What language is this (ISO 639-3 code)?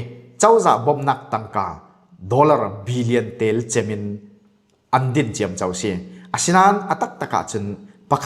cfm